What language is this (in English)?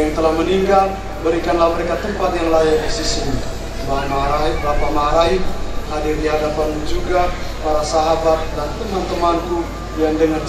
Indonesian